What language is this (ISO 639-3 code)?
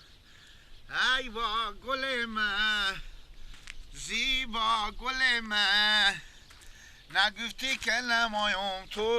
fas